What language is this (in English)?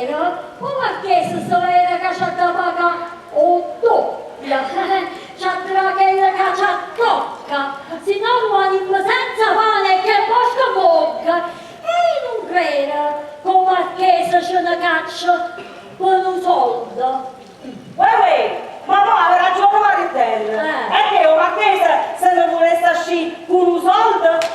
Neapolitan